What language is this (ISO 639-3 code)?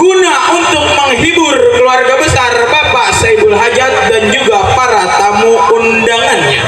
bew